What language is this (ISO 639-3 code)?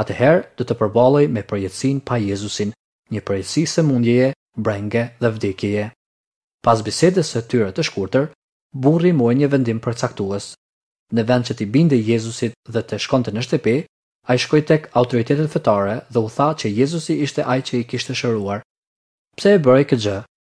sqi